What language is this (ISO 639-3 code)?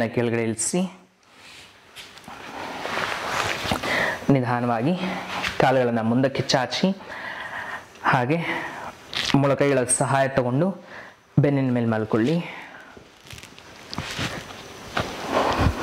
kan